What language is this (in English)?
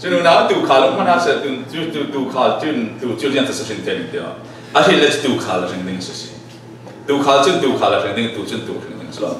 Falam Chin